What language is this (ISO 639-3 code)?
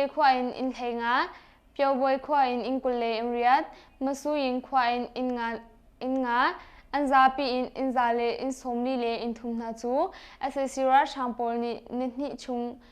cnh